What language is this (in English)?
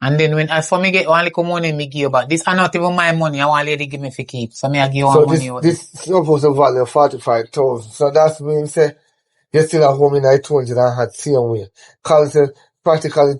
Jamaican Creole English